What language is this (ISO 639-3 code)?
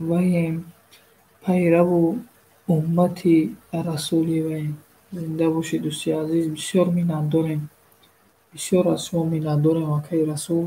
tgk